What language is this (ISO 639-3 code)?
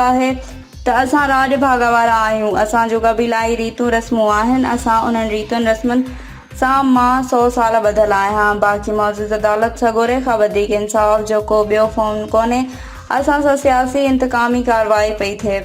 snd